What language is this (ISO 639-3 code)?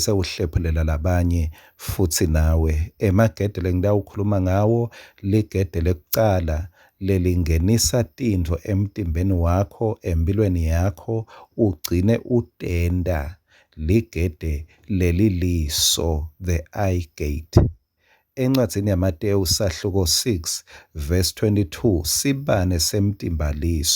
ssw